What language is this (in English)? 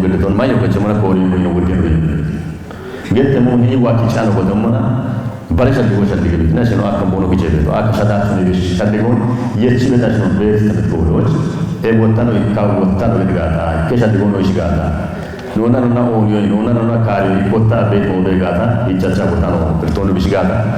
Kafa